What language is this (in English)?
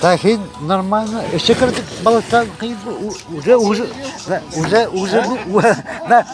Yakut